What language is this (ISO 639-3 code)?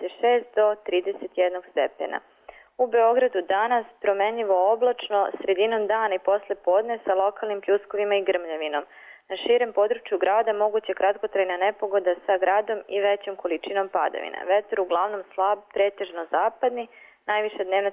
srp